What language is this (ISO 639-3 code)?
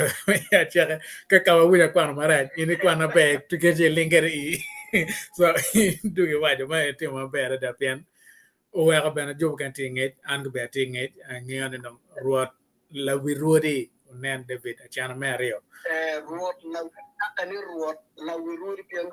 ach